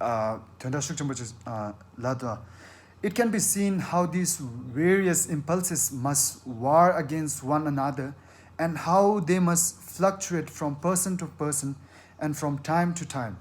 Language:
Tibetan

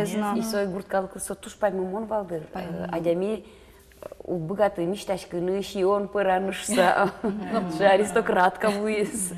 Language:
Udmurt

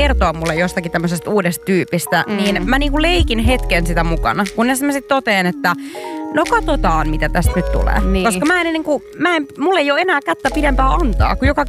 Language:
Finnish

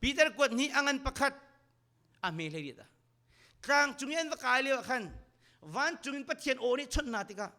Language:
Hakha Chin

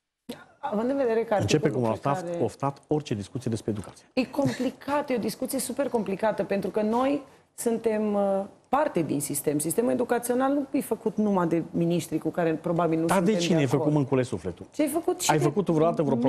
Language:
Romanian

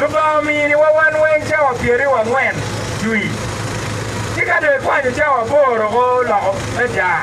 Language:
Acoli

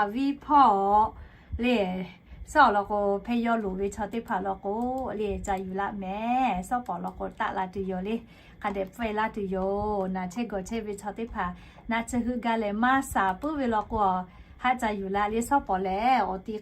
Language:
Lahu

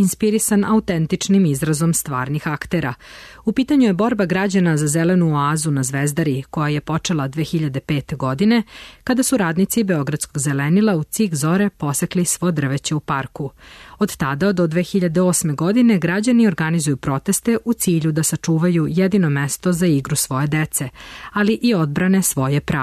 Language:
Serbian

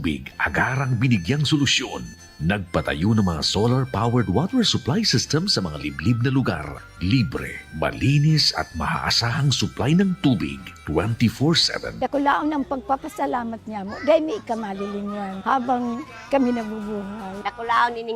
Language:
Bikol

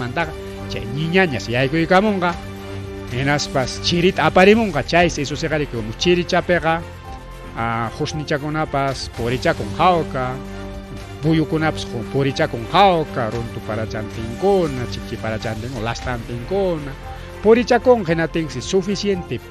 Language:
Ayacucho Quechua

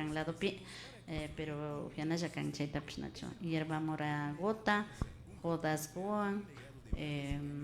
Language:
Imbabura Highland Quichua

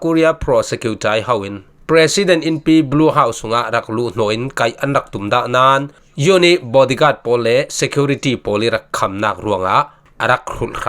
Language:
Falam Chin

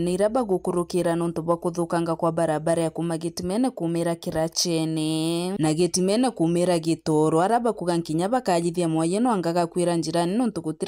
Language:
Meru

